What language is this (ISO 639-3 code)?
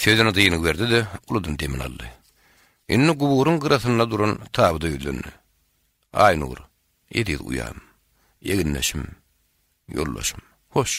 tuk